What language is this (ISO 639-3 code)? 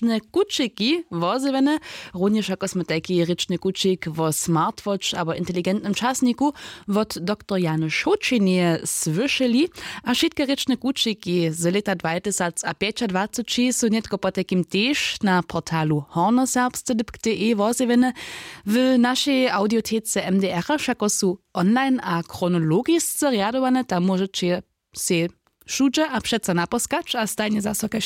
hsb